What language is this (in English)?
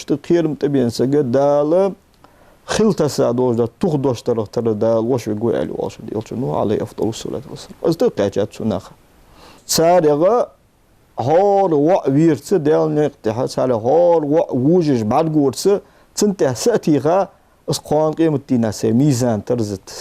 Ingush